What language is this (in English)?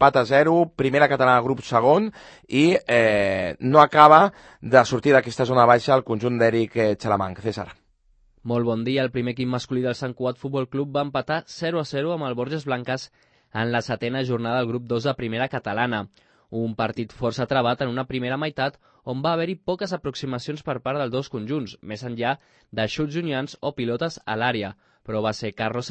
Catalan